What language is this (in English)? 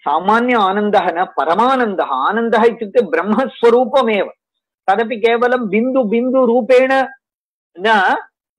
Sanskrit